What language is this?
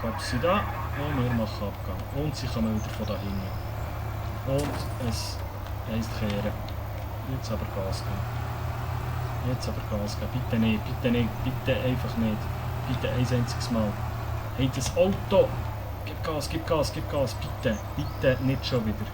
Swiss German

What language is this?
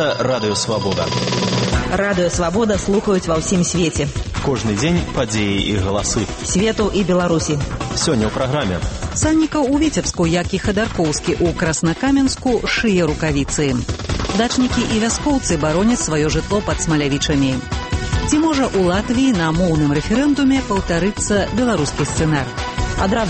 Belarusian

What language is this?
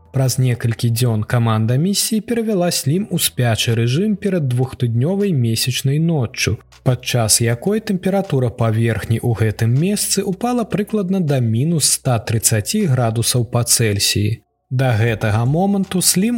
Belarusian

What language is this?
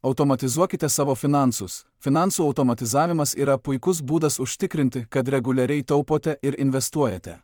Lithuanian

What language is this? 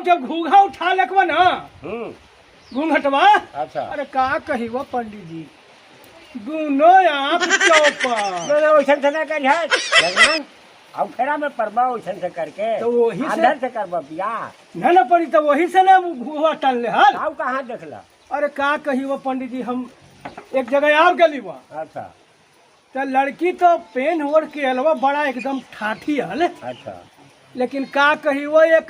Magahi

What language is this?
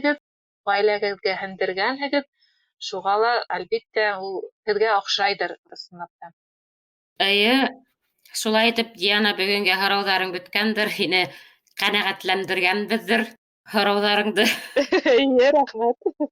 Bashkir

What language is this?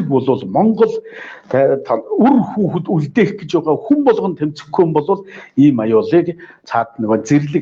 Mongolian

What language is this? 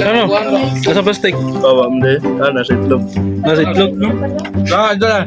Cebuano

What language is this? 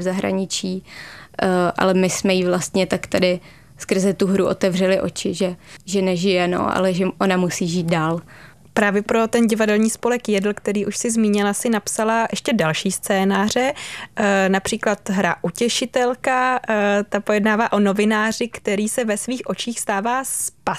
Czech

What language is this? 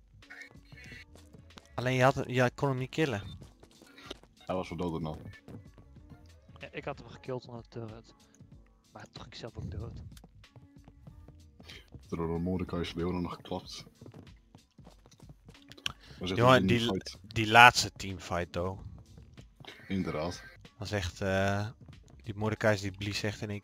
Dutch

